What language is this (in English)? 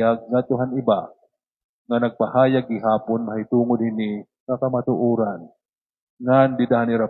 Waray